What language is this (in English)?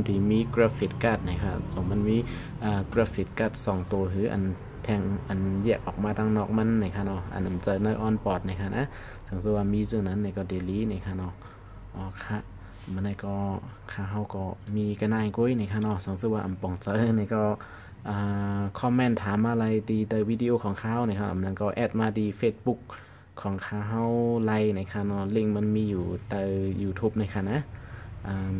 Shan